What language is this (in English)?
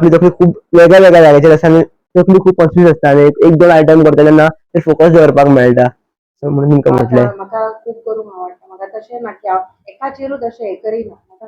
Konkani